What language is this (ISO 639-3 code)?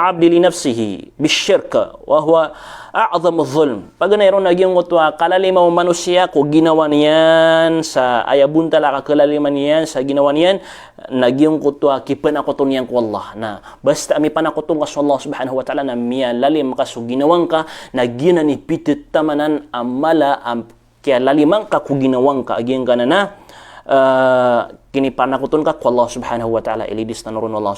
mrw